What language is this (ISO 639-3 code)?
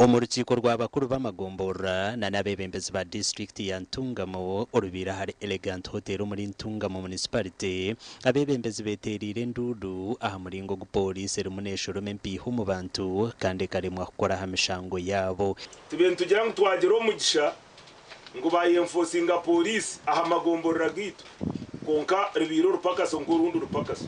nyn